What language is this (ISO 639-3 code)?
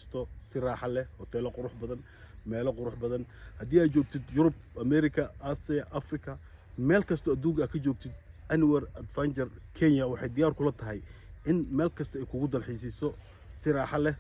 som